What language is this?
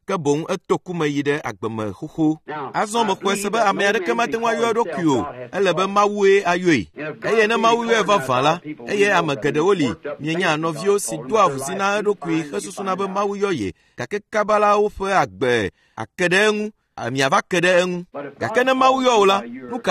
Ewe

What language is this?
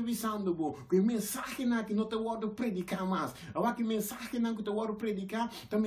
Papiamento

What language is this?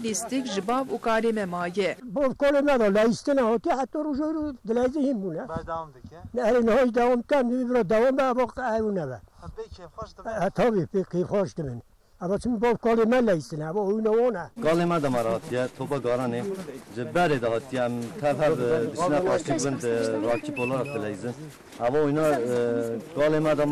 Kurdish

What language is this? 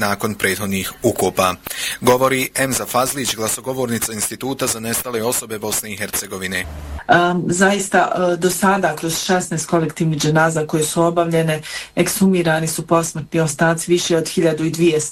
Bosnian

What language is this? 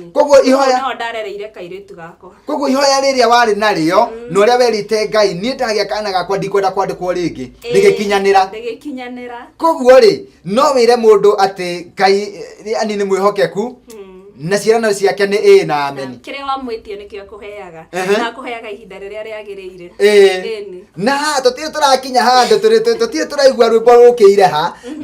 Kikuyu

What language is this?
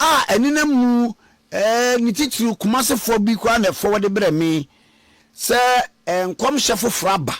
Akan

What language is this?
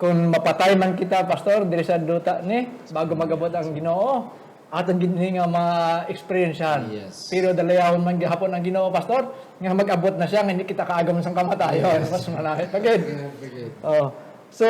Hiligaynon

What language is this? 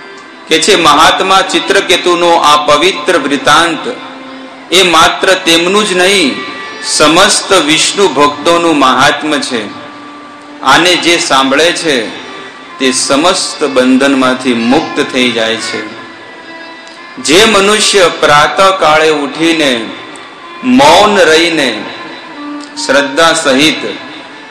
Gujarati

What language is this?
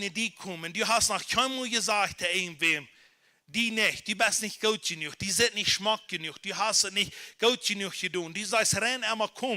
Plautdietsch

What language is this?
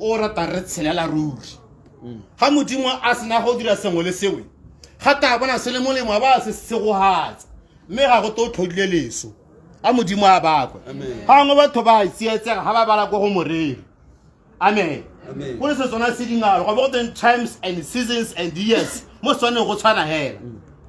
Tswana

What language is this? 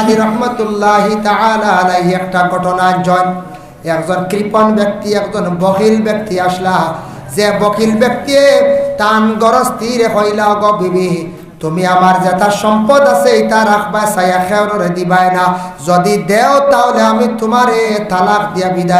Sylheti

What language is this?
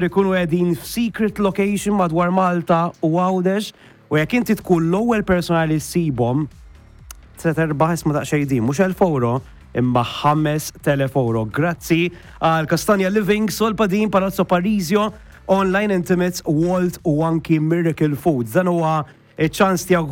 Maltese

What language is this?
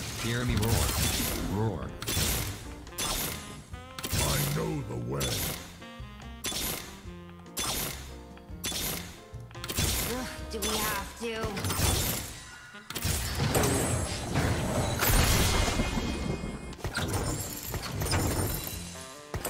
English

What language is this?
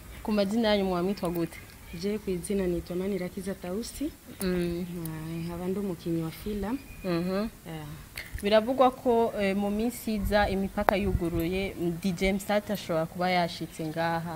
Rundi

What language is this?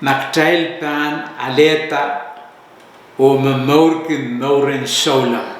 Pohnpeian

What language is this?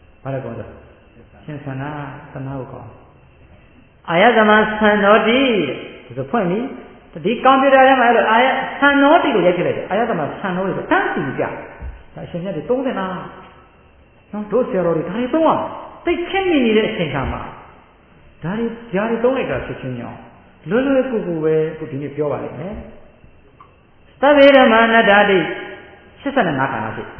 Burmese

